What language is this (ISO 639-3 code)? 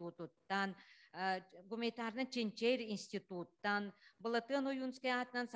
sah